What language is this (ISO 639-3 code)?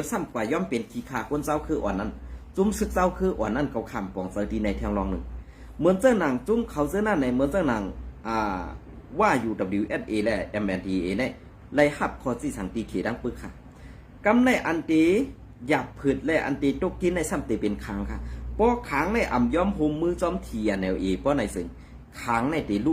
shn